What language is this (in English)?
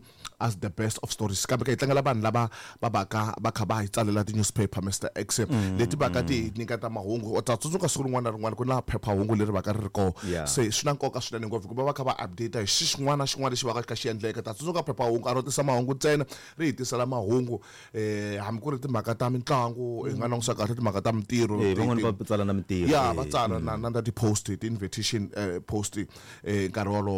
Tsonga